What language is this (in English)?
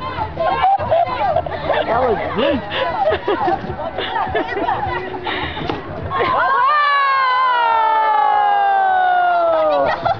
English